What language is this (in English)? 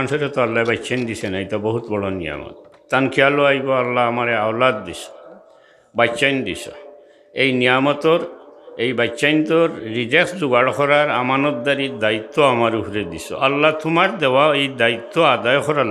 Sylheti